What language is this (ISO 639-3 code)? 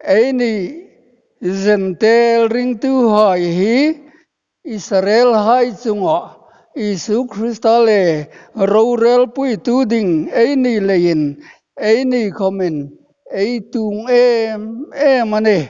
hmr